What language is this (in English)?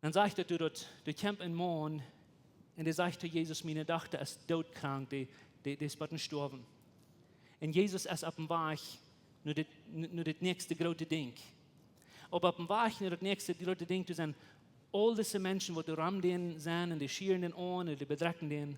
Plautdietsch